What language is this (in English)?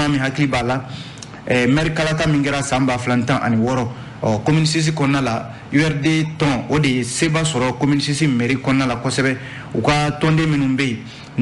Bambara